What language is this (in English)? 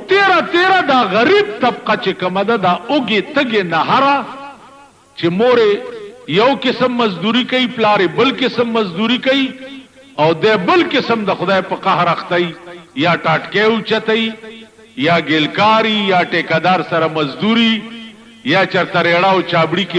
Pashto